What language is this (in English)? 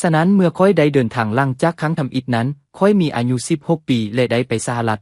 Lao